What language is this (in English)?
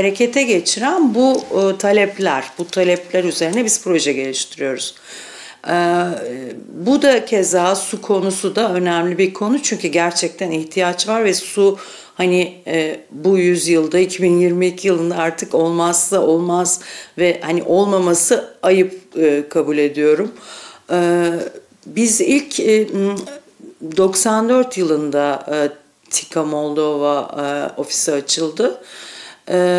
Gagauz